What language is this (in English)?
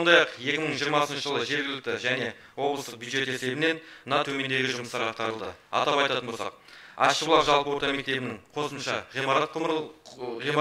Kazakh